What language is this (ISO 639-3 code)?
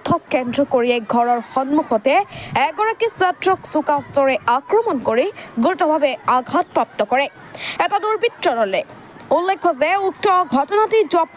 asm